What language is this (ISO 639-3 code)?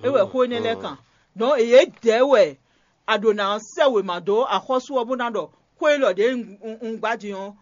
fon